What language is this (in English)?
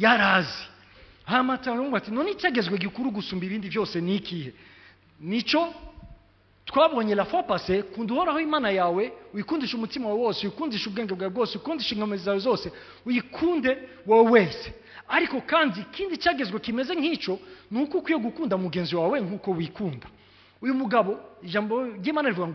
Rundi